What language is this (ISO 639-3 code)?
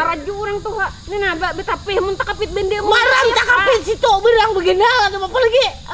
bjn